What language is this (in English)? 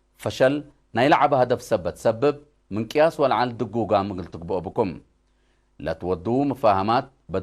Tigre